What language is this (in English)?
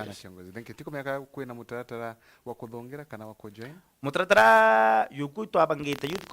Meru